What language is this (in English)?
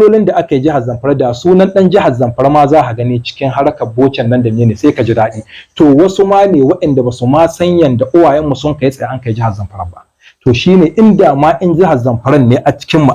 Hausa